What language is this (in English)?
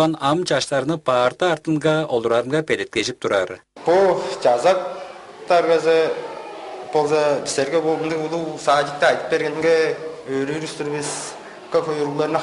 Tuvinian